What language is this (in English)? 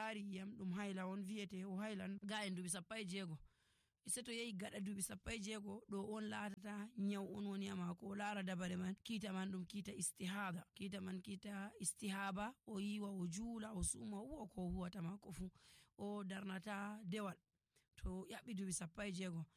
Nigerian Fulfulde